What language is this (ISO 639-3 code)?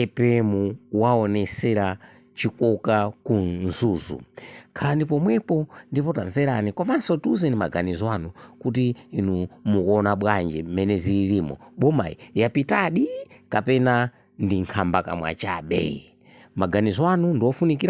nya